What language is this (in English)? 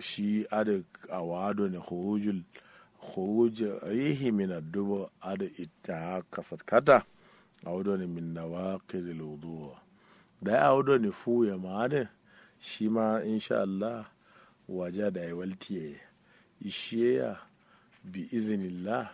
Kanuri